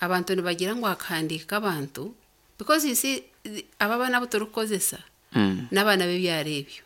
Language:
Nyankole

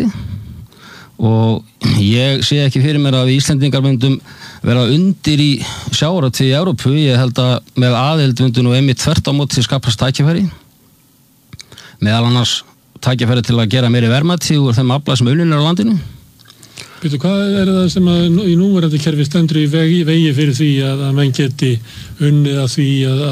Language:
Icelandic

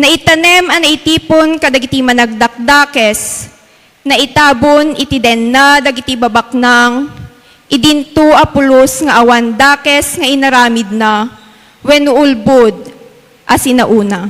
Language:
Iloko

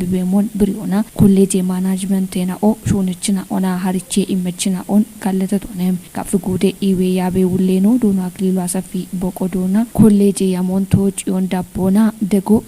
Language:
Kafa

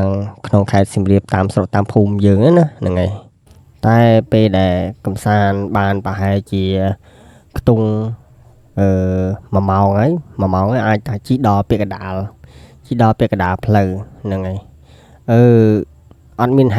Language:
Khmer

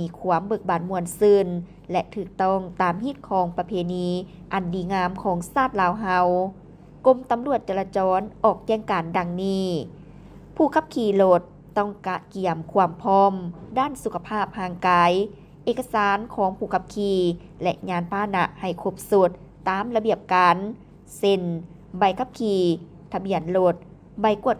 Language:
Lao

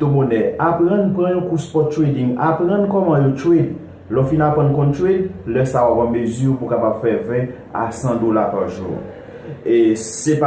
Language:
Haitian Creole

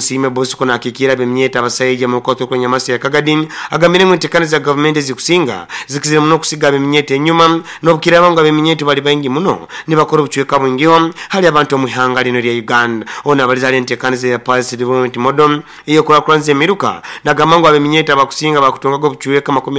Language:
Nyoro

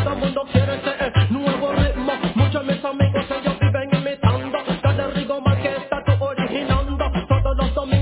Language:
Spanish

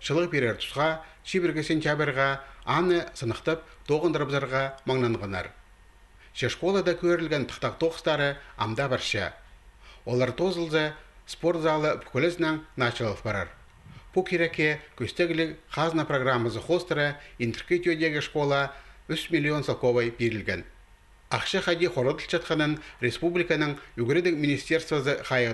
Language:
Khakas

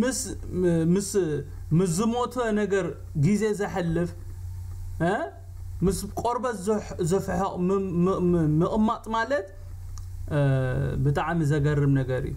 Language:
Tigrinya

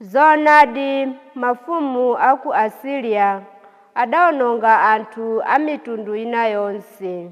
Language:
Nyanja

